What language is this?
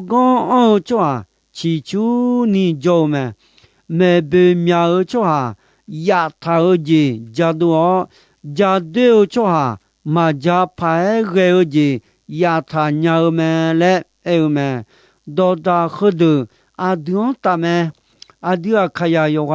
Akha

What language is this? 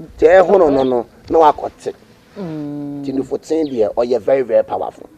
Akan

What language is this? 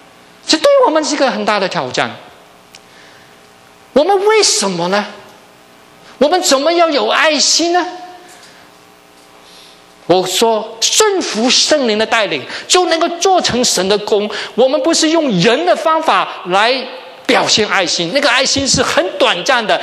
Chinese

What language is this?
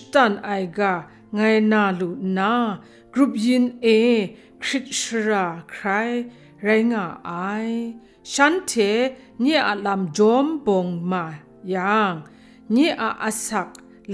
Kachin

